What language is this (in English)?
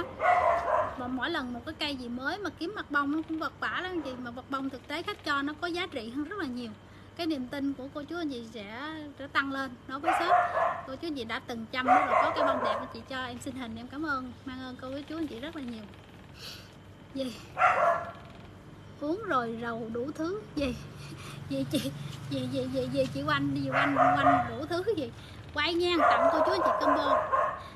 Vietnamese